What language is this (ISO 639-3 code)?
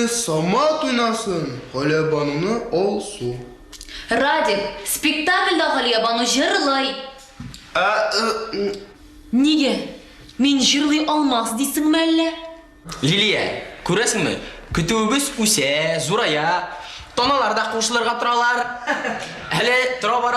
tat